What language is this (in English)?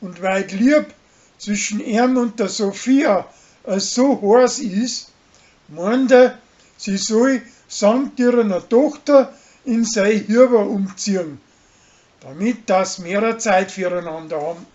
Bavarian